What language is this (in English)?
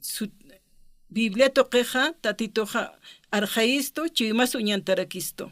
Aymara